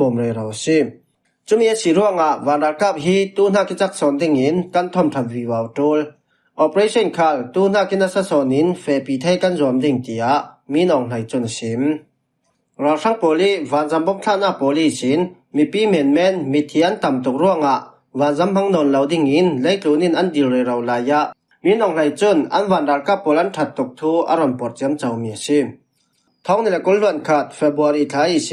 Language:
Falam Chin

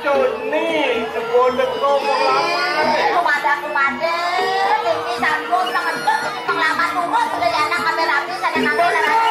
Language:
Balinese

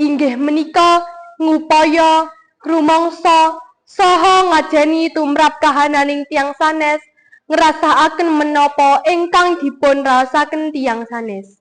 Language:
Javanese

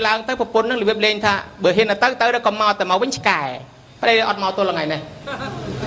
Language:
Khmer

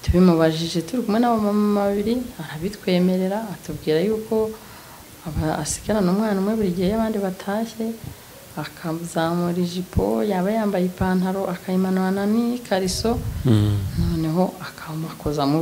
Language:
Kinyarwanda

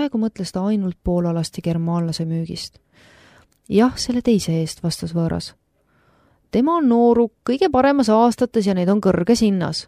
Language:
Estonian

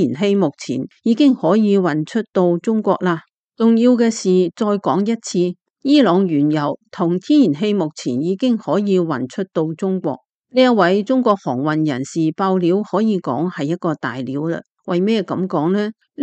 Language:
Cantonese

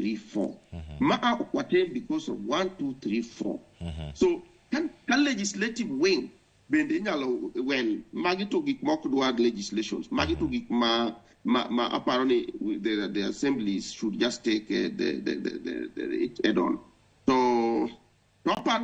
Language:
Luo (Kenya and Tanzania)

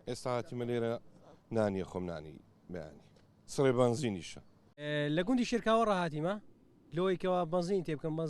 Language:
Central Kurdish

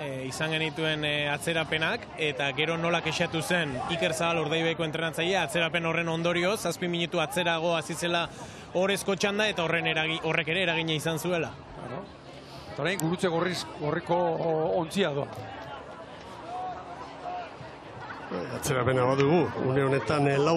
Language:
Basque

